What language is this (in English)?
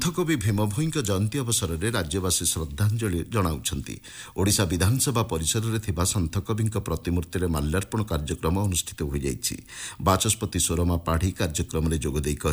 Odia